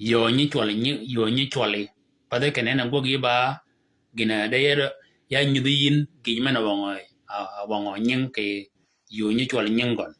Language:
Shilluk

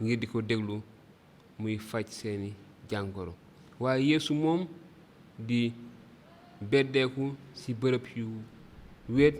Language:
Wolof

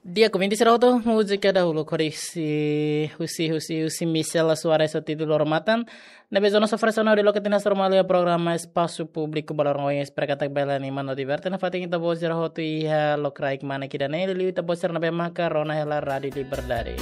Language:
Tetum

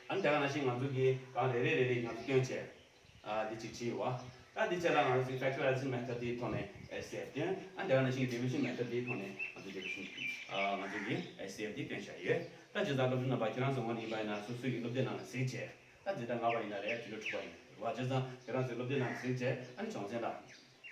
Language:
Tibetan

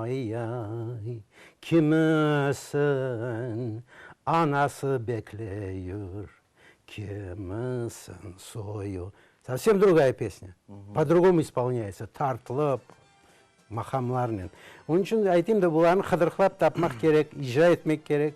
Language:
Crimean Tatar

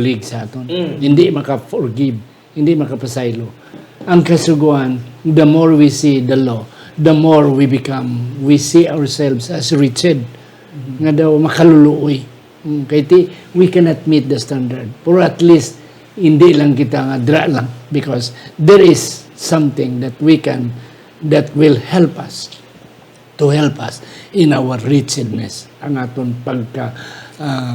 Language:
Hiligaynon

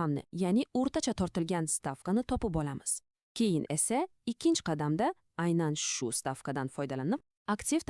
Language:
Uzbek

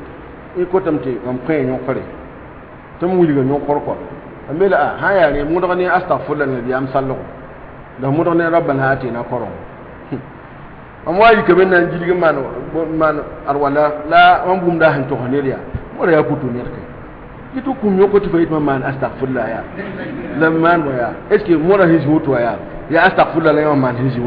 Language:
Mossi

